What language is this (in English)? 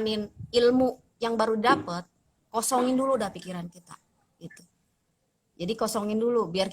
Betawi